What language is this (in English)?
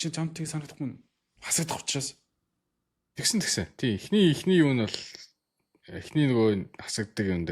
Mongolian